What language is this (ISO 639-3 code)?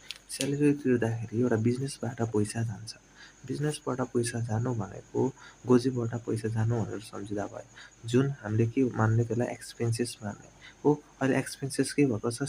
nep